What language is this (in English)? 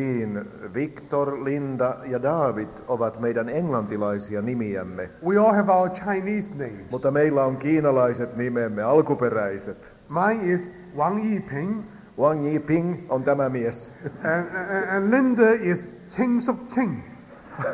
Finnish